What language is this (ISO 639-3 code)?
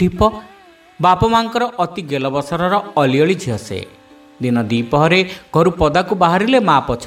ori